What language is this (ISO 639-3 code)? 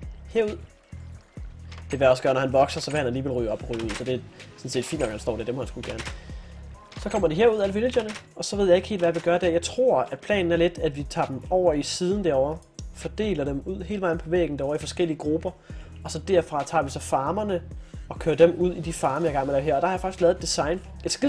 dan